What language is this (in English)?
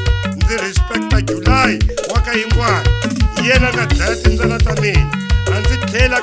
Tsonga